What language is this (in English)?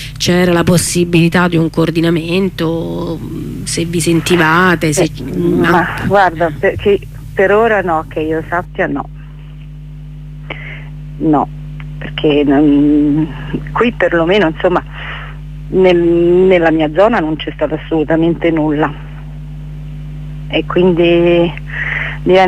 Italian